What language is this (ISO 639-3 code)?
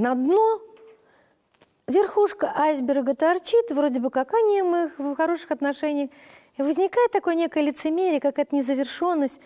rus